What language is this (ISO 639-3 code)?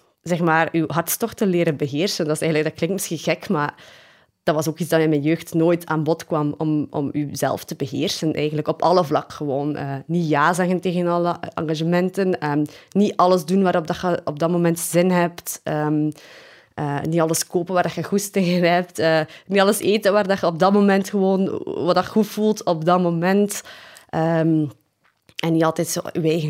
nld